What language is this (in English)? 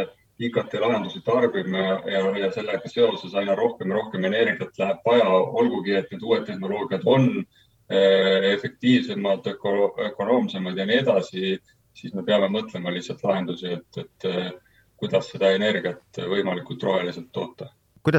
Estonian